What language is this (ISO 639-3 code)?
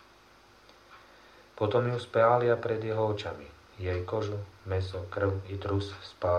slk